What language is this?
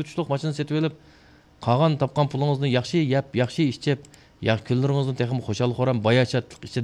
Uyghur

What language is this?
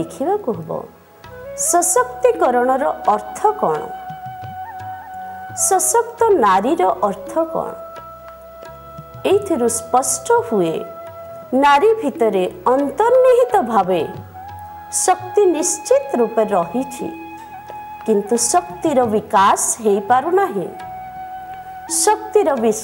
Odia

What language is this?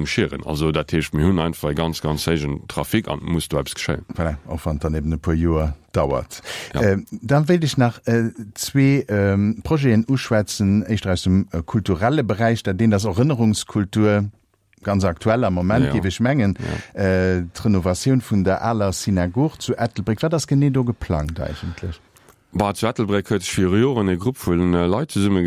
Luxembourgish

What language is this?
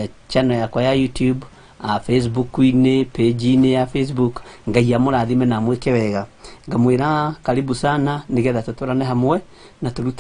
Kikuyu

